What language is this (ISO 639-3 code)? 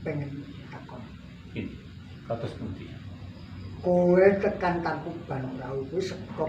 jav